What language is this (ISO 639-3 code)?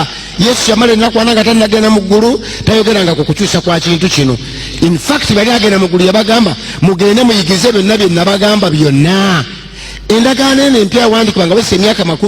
lug